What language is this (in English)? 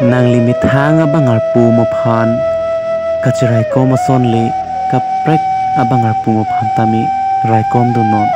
Karbi